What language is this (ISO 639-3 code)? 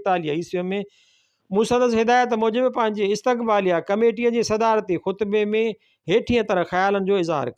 snd